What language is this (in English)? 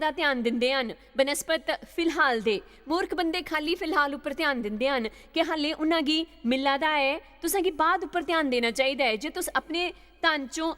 Dogri